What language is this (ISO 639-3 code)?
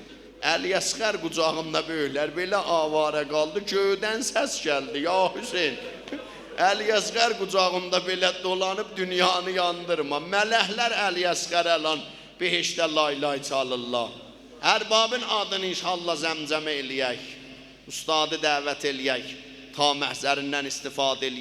azb